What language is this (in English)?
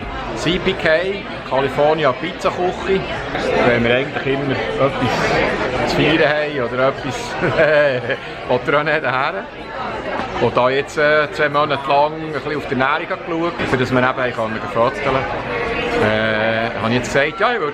Swiss German